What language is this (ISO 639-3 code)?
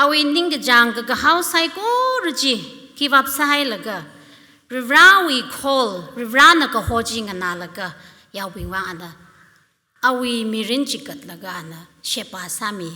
nmf